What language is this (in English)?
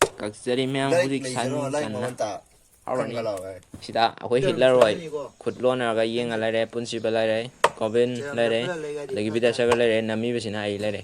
Manipuri